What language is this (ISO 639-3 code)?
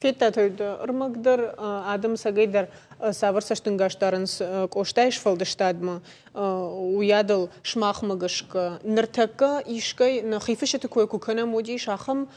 oss